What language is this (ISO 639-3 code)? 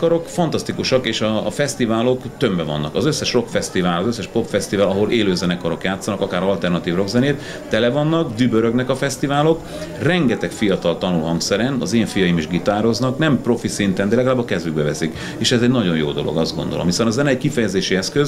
hun